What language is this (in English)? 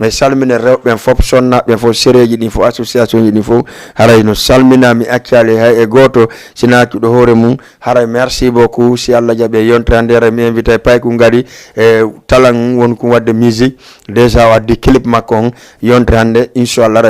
Fula